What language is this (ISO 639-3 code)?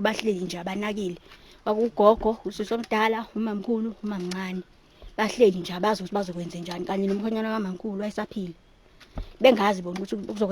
zul